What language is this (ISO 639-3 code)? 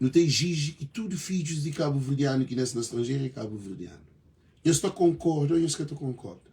kea